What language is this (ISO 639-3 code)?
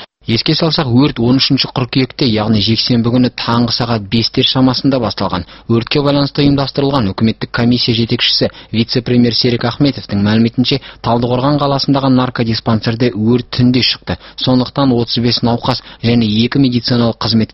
kaz